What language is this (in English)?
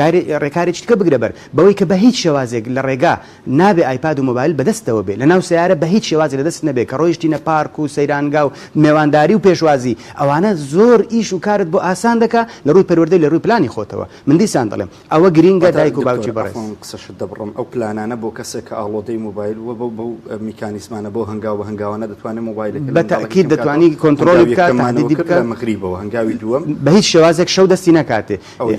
Central Kurdish